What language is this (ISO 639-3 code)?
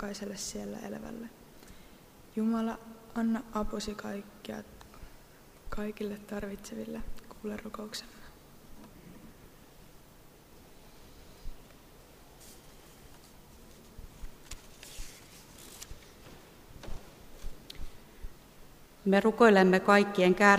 fin